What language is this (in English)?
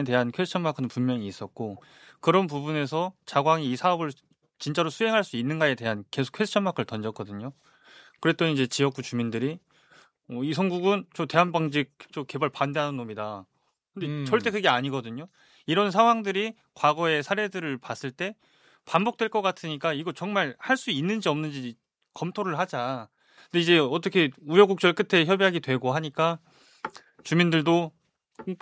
Korean